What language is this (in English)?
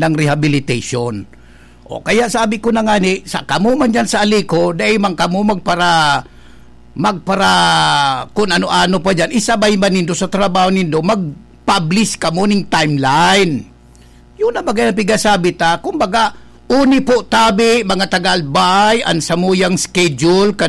Bikol